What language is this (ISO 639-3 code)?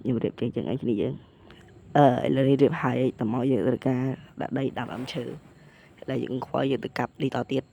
khm